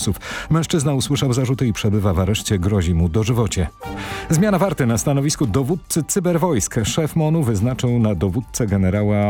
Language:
Polish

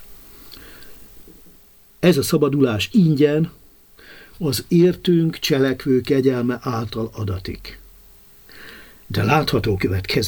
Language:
Hungarian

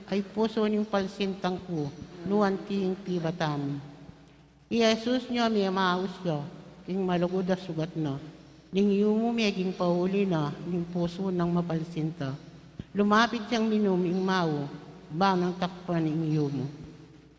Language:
Pampanga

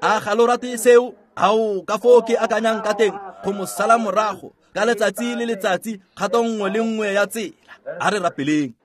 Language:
Tswana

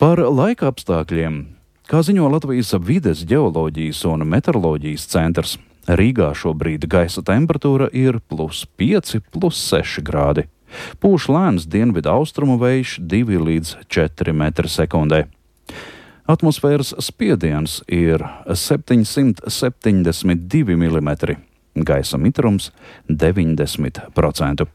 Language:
Latvian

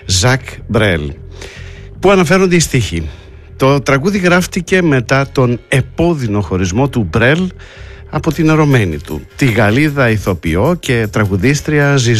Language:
Greek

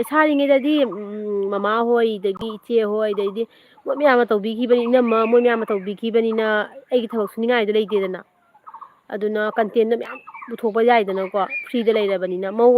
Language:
Manipuri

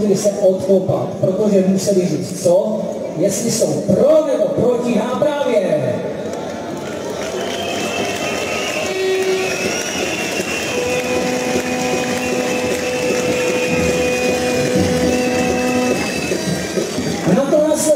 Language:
Czech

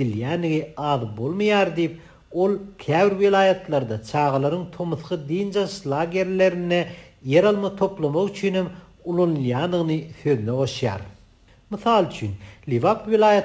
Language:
Turkmen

